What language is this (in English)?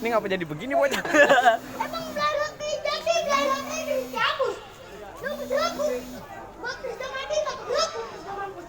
Betawi